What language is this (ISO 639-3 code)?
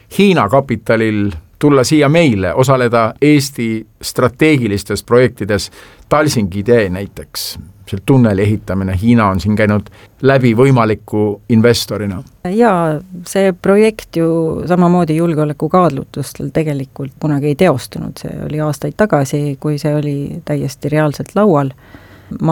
est